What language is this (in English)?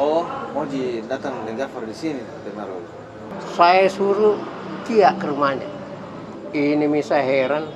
Makassar Malay